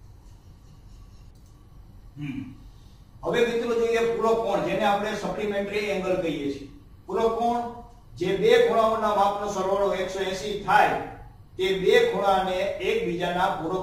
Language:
Gujarati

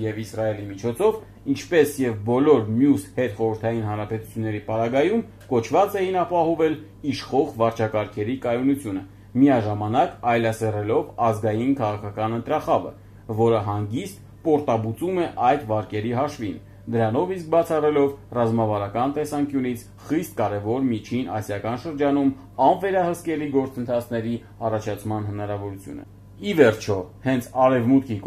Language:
Armenian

